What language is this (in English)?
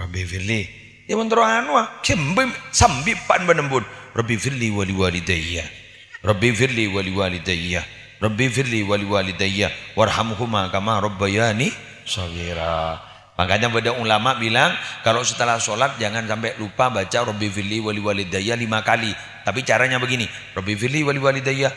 Madurese